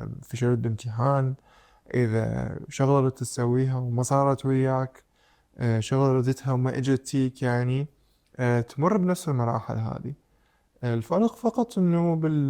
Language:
Mesopotamian Arabic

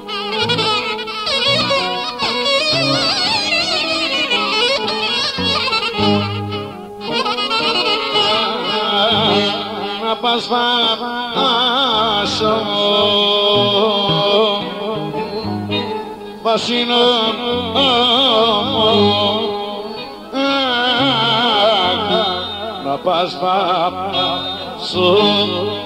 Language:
Greek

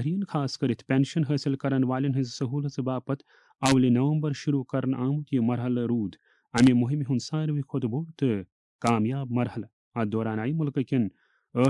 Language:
Kashmiri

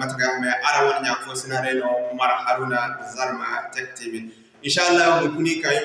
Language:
Zarma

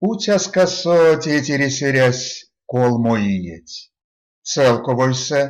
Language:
Erzya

